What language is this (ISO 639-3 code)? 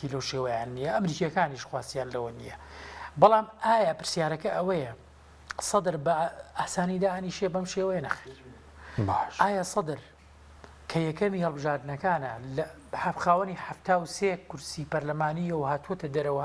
ckb